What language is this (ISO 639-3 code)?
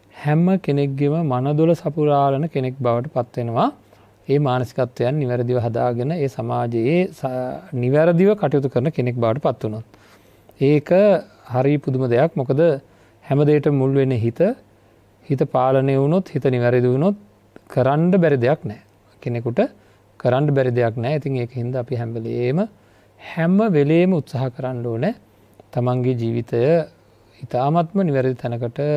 sin